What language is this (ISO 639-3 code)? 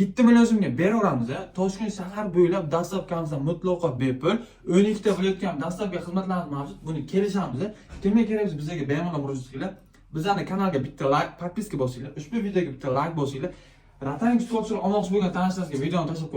uzb